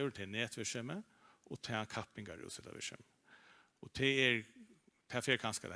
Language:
Faroese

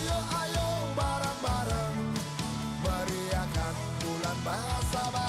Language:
Balinese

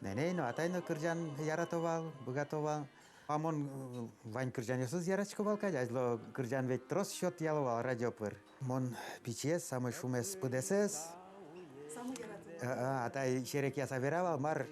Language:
Udmurt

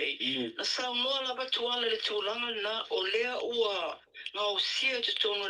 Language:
Samoan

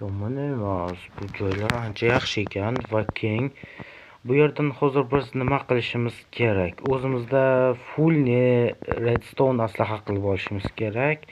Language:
Uzbek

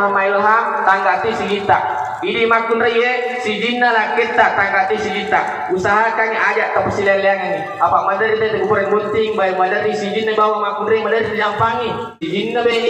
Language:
Buginese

